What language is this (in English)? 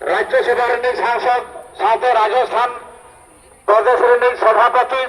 Santali